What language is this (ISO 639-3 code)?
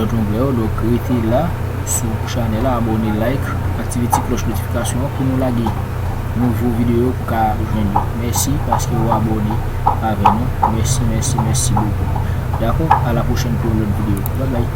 hat